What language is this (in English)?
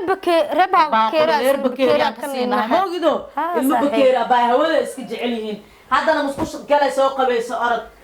Somali